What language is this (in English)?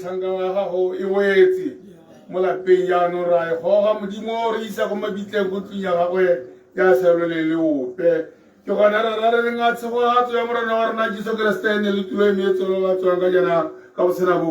Tswana